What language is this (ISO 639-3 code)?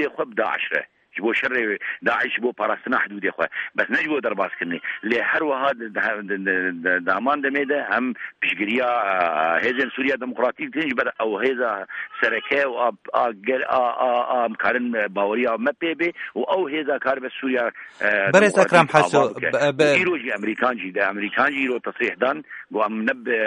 kur